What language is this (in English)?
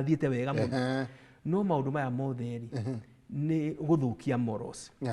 Kikuyu